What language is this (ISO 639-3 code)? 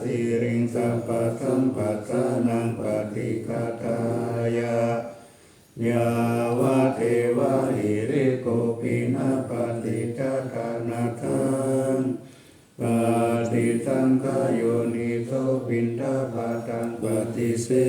pli